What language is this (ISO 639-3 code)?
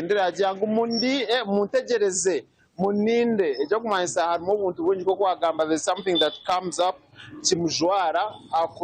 nyn